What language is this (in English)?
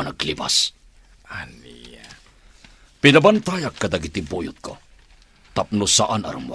Iloko